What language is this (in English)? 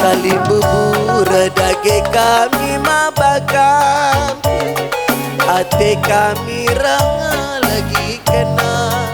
Batak Karo